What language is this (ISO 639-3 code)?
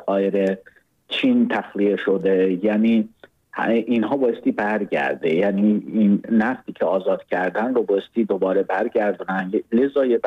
fas